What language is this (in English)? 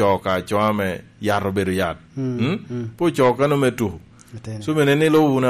Lango (Uganda)